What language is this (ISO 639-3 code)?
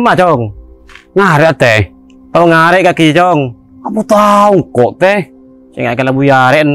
mad